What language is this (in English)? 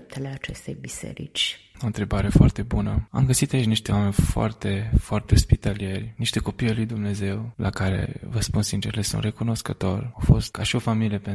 Romanian